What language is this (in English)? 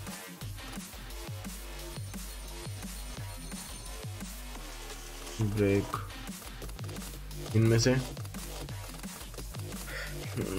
Hindi